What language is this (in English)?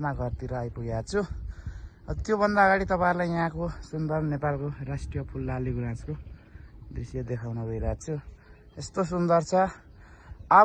Nepali